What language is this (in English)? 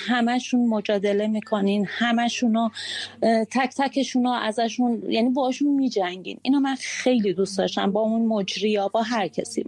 Persian